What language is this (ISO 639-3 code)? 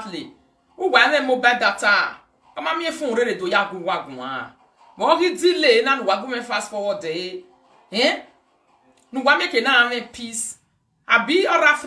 pcm